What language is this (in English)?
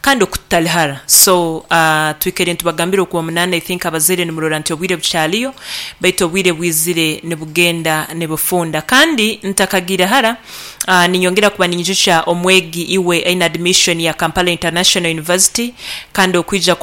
Nyankole